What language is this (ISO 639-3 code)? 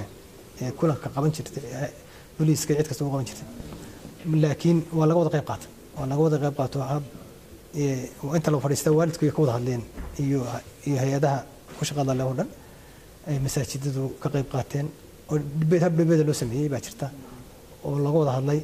som